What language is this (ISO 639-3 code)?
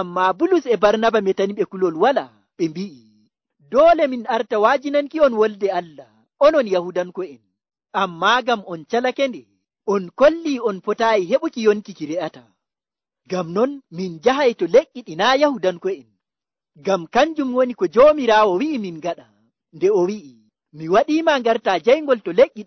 fuv